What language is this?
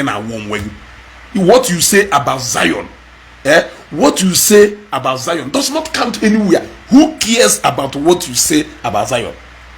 Igbo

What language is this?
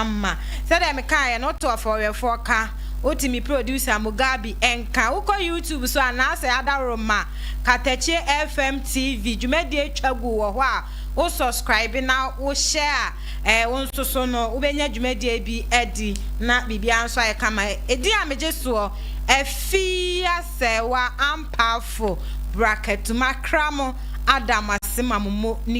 Akan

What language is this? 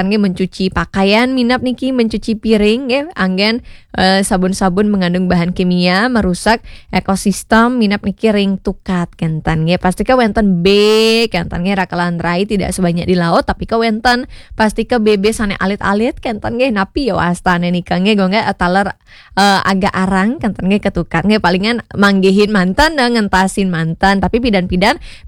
Balinese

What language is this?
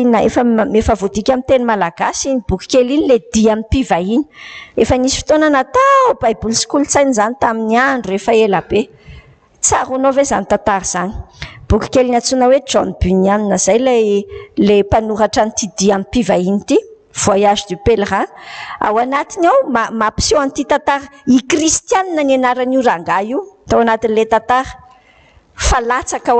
Malagasy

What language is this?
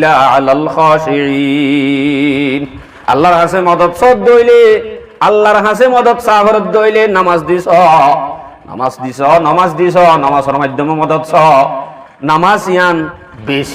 Rohingya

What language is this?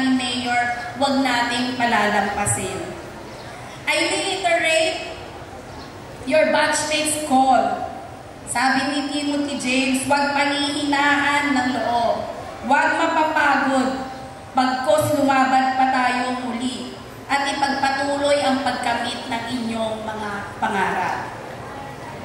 Filipino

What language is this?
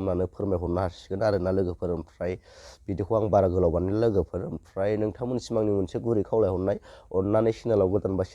Bodo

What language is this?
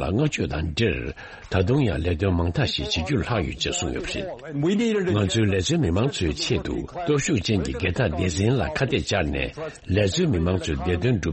Tibetan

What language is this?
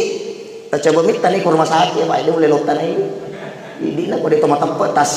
Buginese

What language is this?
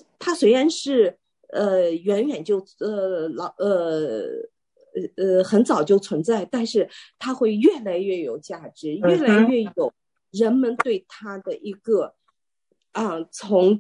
Chinese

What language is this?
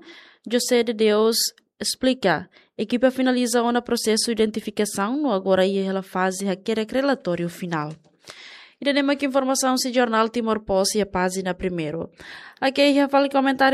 Tetum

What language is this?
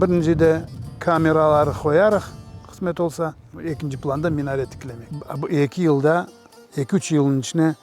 Crimean Tatar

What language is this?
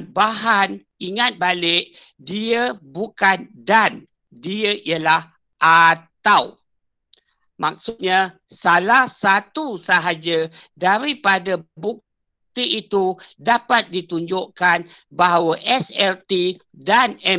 Malay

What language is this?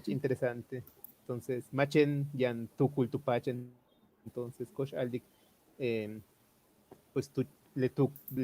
Yucateco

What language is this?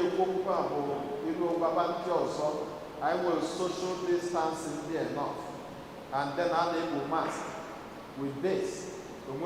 Igbo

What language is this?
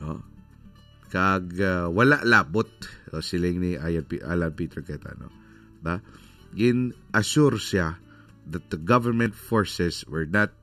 Hiligaynon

